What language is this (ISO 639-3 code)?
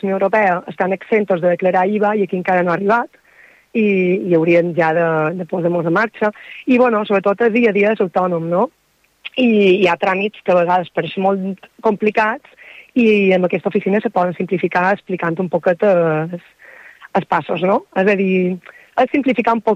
cat